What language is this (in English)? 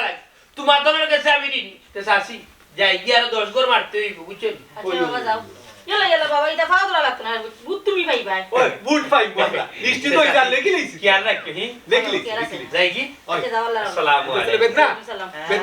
Sylheti